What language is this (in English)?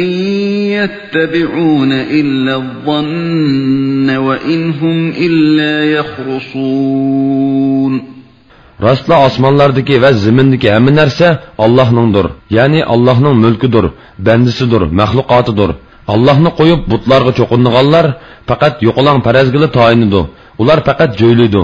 Uyghur